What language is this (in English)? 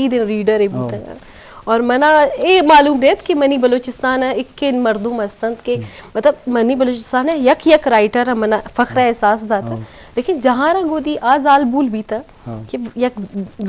Eastern Balochi